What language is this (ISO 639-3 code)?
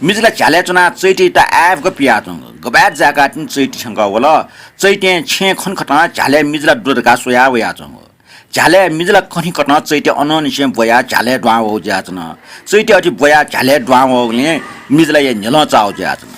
new